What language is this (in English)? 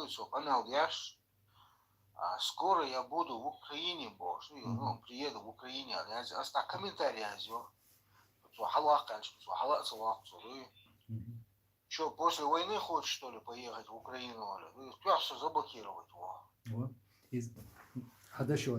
Chechen